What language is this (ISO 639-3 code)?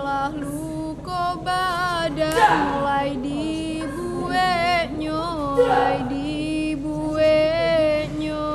min